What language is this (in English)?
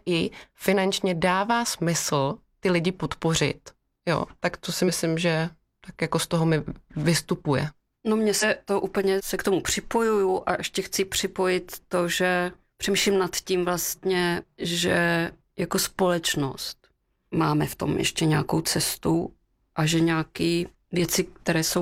Czech